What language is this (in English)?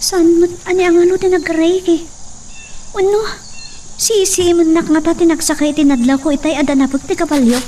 Iloko